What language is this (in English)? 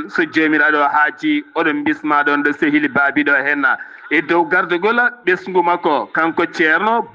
Fula